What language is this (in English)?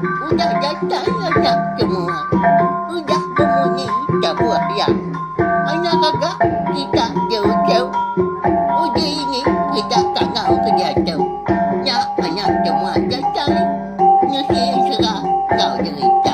Iban